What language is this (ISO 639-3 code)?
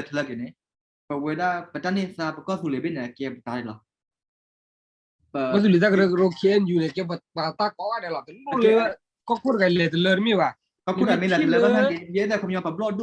ksw